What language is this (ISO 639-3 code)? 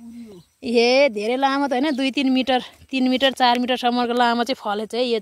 nep